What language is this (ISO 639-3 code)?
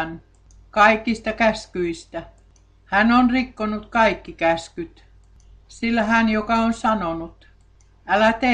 fin